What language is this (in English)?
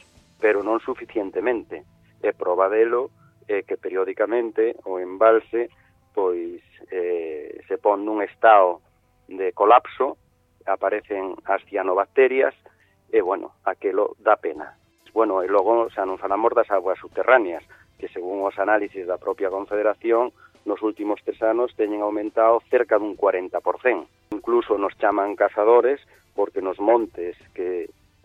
Galician